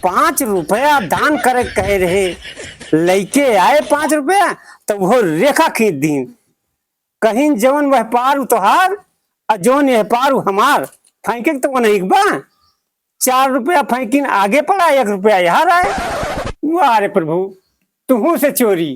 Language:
Awadhi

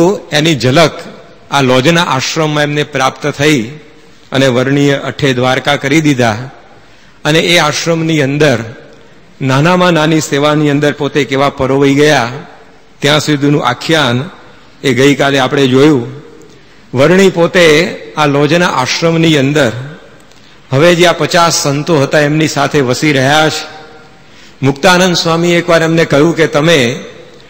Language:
Gujarati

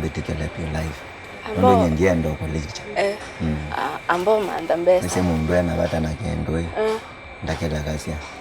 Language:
Kamba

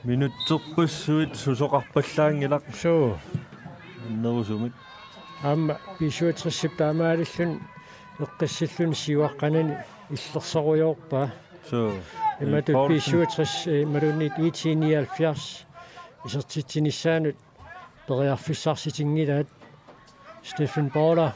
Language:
Kalaallisut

